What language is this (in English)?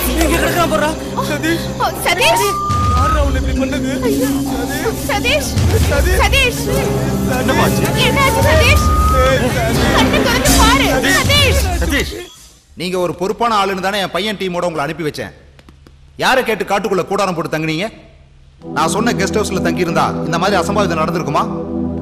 Tamil